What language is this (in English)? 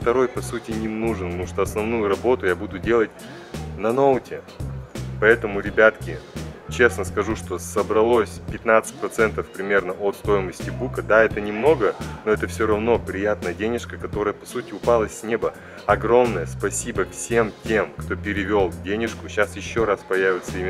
Russian